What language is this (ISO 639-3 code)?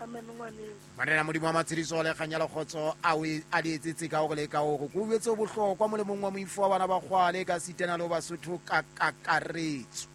sot